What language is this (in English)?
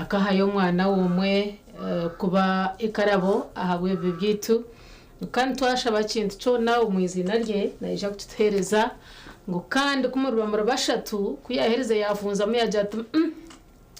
Nyankole